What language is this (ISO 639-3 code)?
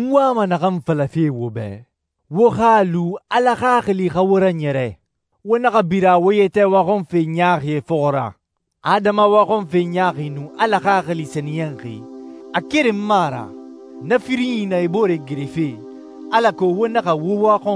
sus